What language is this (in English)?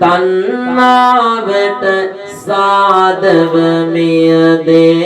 Sinhala